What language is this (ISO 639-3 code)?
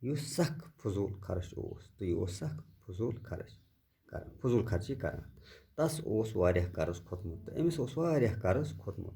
kas